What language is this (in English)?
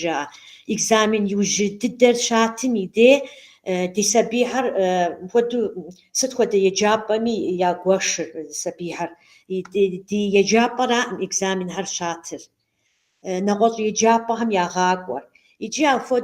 Kabardian